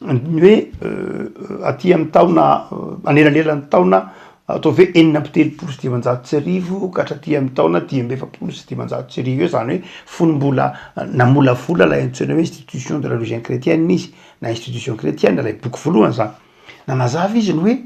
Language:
Malagasy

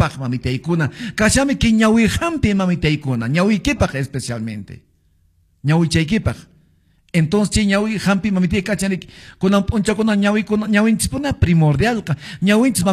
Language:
Quechua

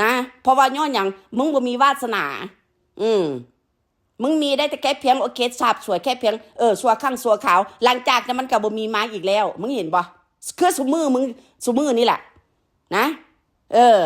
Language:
Northeastern Thai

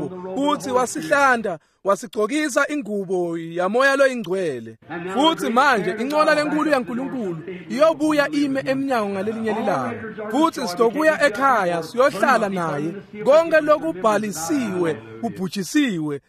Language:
Swati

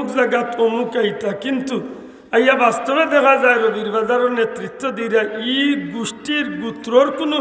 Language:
Sylheti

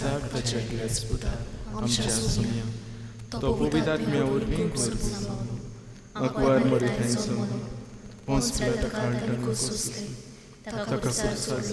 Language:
Konkani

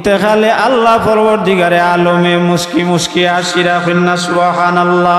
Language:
Sylheti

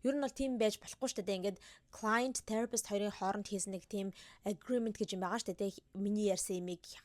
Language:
Mongolian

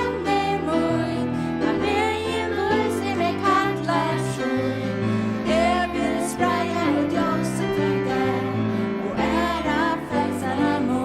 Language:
Faroese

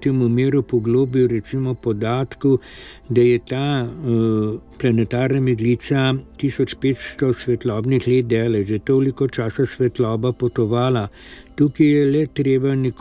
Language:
Slovenian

